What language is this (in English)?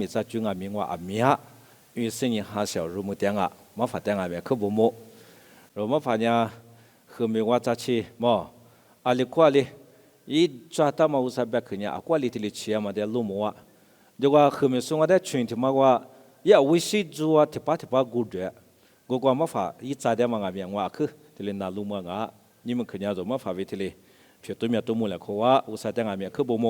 Lisu